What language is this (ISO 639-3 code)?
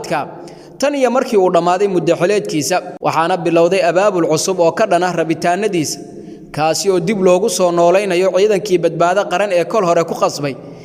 som